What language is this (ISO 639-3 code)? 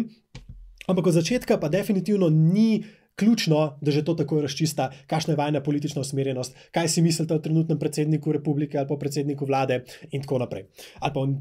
slv